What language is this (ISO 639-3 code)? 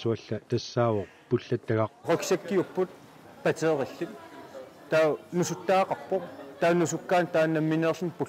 kal